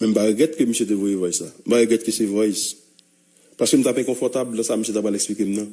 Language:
Haitian Creole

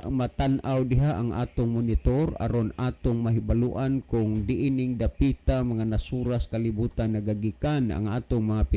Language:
Cebuano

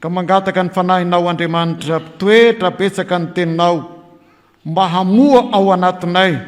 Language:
Malagasy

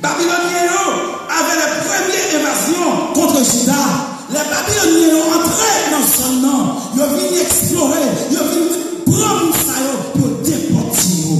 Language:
Haitian Creole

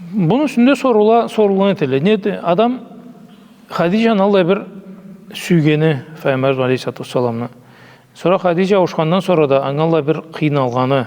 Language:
Karachay-Balkar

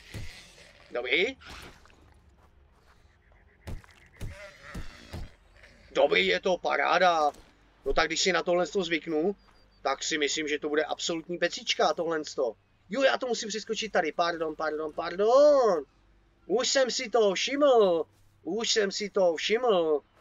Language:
Czech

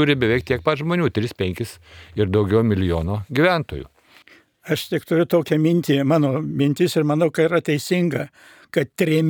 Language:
Lithuanian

